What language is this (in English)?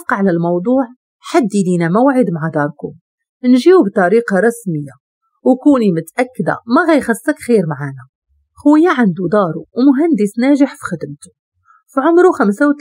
Moroccan Arabic